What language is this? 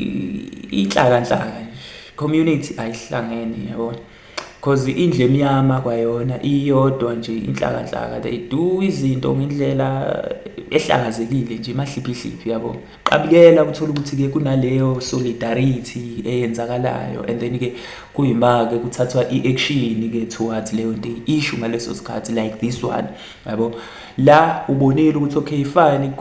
Zulu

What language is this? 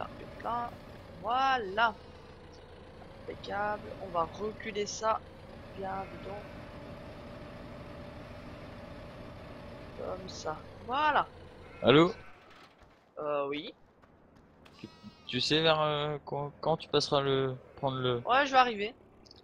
French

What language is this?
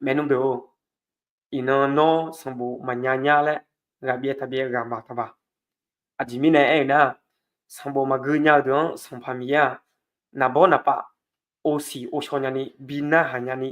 Akha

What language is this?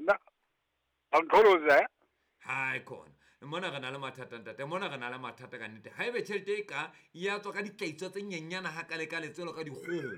Southern Sotho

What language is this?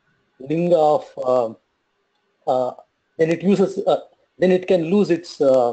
Sanskrit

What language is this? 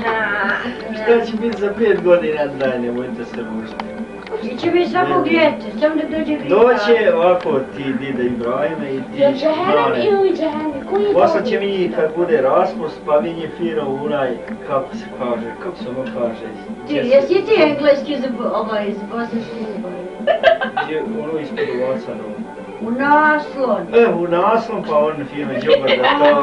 Bosnian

